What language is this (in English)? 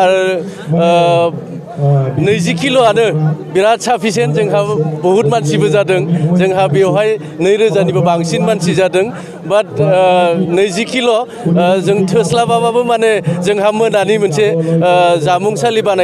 Bodo